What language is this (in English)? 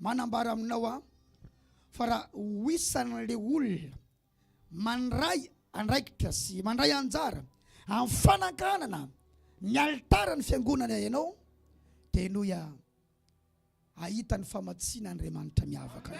Malagasy